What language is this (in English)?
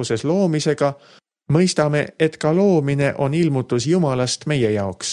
Estonian